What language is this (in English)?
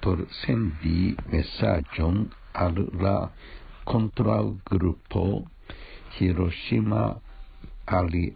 Esperanto